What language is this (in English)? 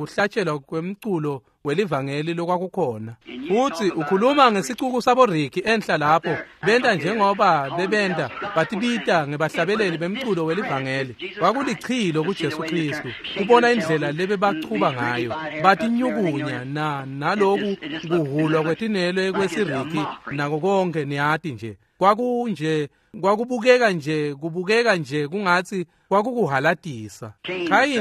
Swati